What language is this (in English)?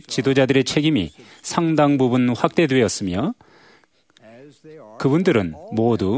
Korean